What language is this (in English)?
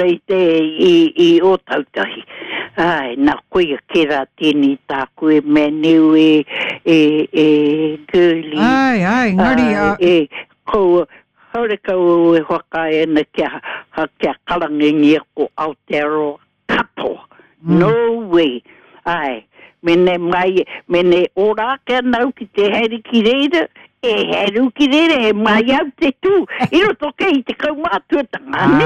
Māori